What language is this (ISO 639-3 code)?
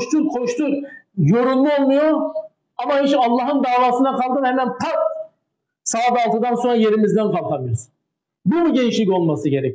tur